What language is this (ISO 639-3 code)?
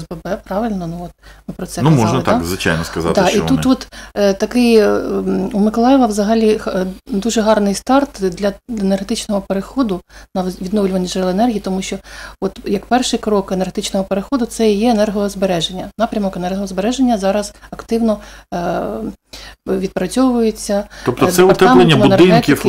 ukr